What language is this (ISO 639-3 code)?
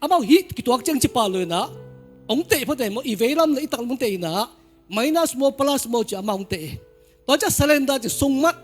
ctd